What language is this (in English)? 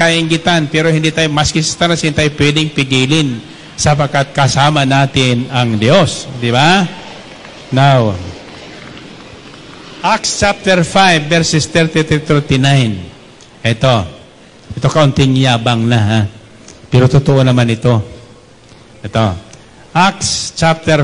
Filipino